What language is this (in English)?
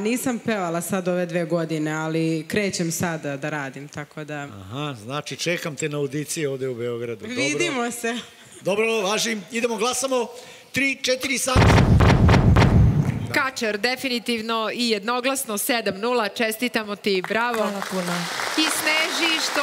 Serbian